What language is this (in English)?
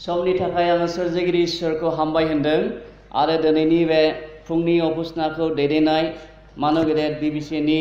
Bodo